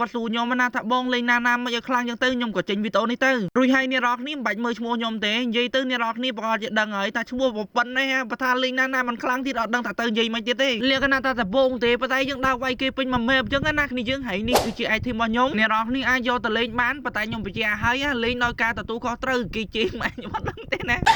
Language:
Khmer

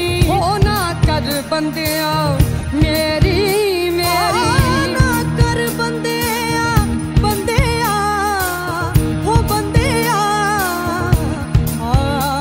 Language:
Hindi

